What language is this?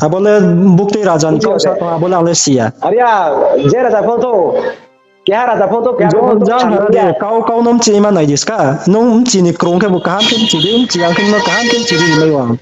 Riang (India)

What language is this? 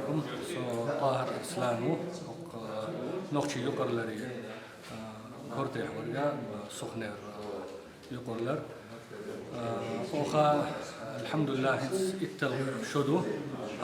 Chechen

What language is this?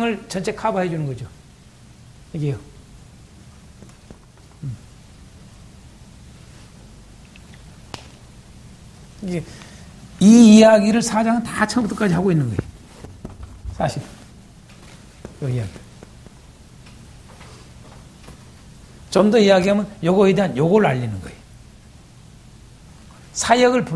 Korean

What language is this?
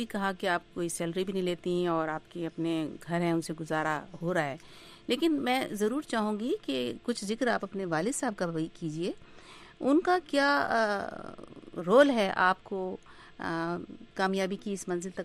Urdu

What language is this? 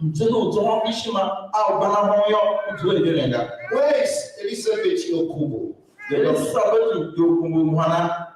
Tiv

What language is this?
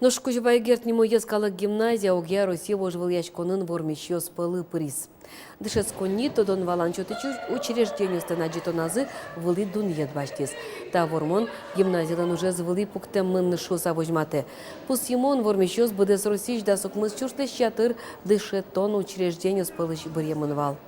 Udmurt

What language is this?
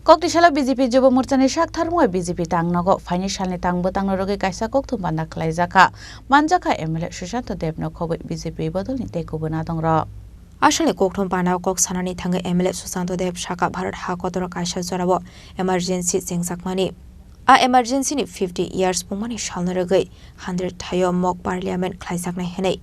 Kok Borok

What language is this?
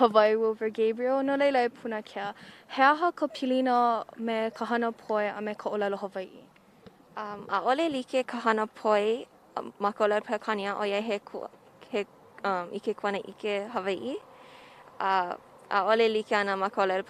Hawaiian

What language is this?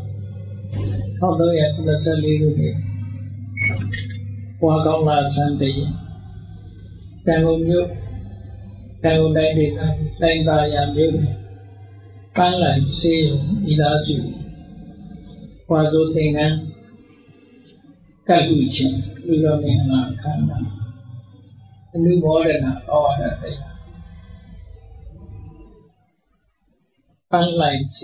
Burmese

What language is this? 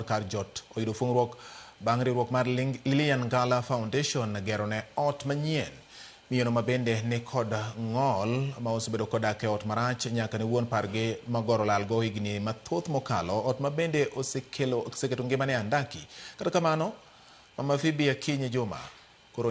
Luo (Kenya and Tanzania)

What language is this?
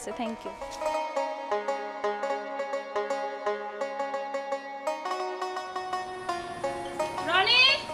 Bangla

